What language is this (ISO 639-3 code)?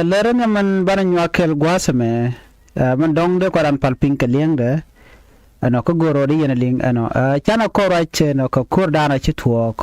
nus